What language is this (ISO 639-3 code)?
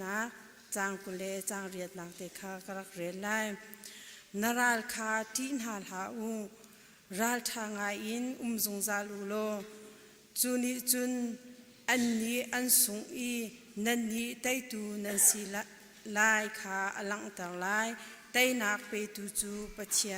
cnh